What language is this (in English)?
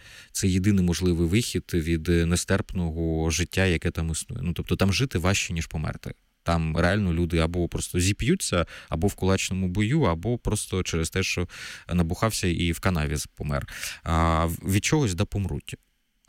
Ukrainian